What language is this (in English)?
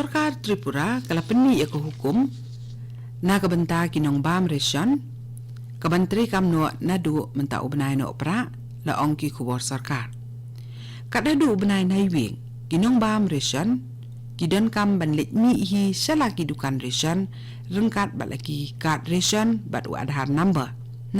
Khasi